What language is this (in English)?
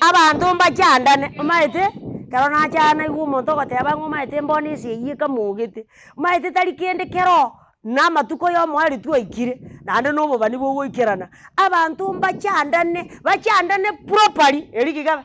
Gusii